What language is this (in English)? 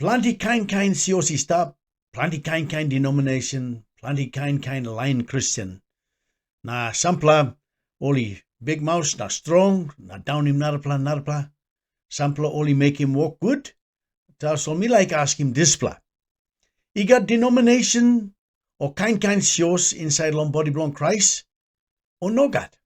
Tok Pisin